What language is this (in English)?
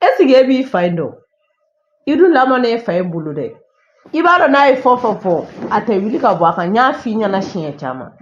Bambara